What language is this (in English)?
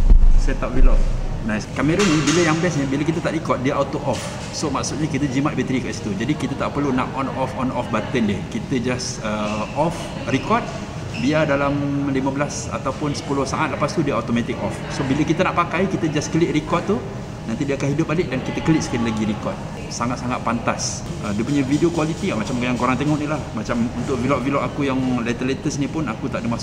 Malay